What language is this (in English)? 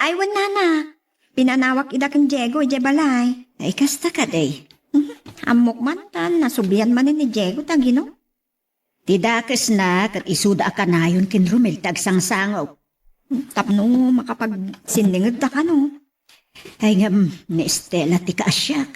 Iloko